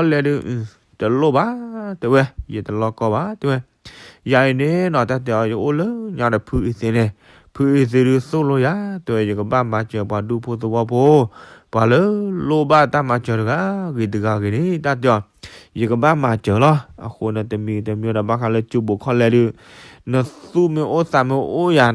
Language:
S'gaw Karen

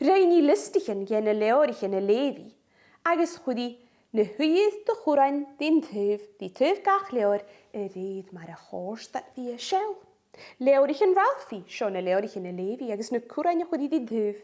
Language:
Scottish Gaelic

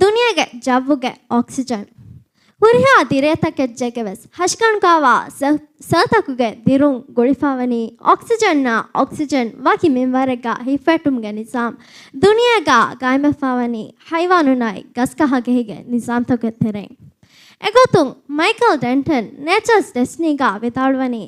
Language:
Divehi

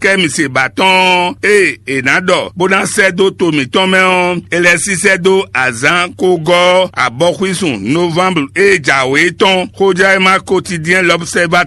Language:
Fon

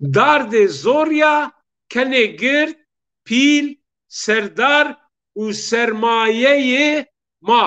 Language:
Zaza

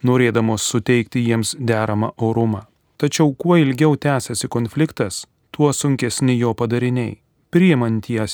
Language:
Lithuanian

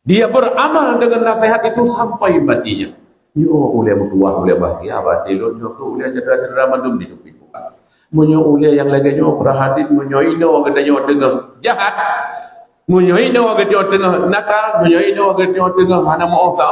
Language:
Achinese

